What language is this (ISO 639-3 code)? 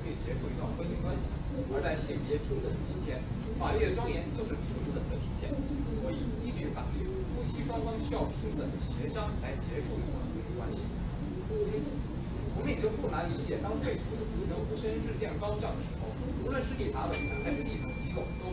zho